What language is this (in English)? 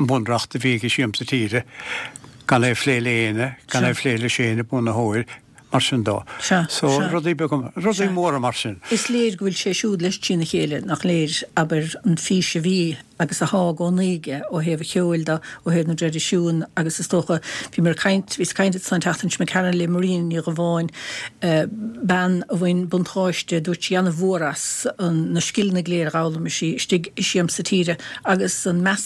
Irish